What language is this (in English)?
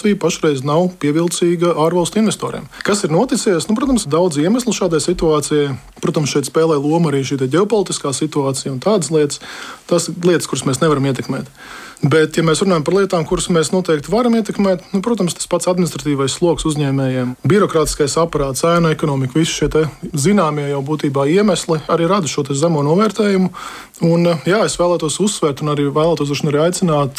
Latvian